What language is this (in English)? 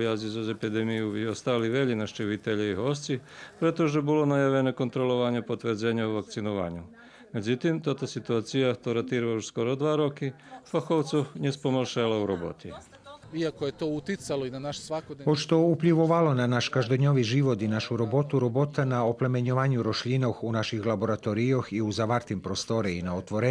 Rusyn